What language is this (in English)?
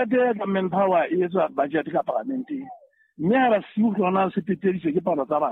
Southern Sotho